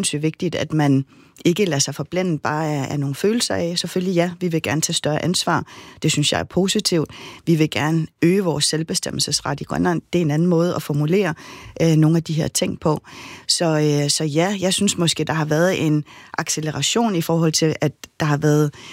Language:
Danish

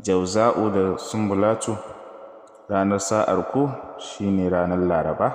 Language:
Hausa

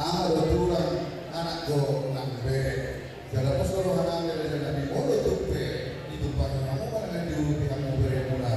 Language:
Batak Toba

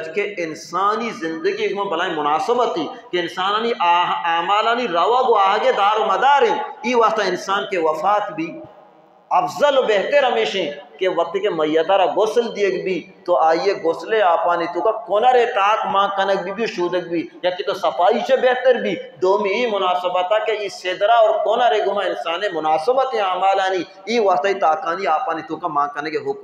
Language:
Baluchi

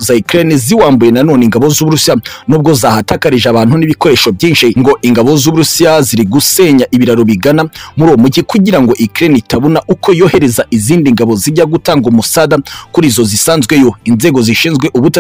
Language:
Kinyarwanda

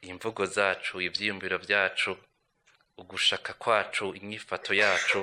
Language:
Rundi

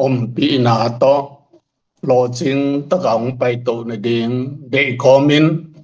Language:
Tedim Chin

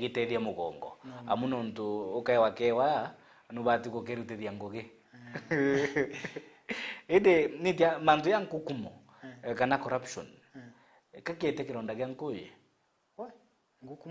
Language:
Meru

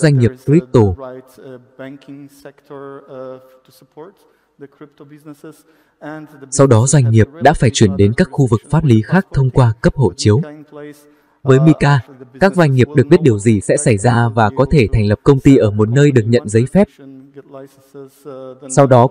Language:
Vietnamese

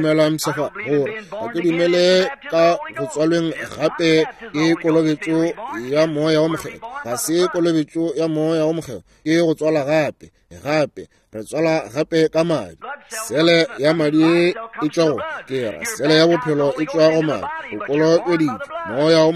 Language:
Northern Sotho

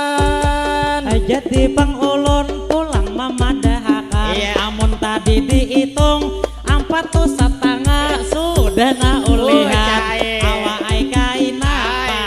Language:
Banjar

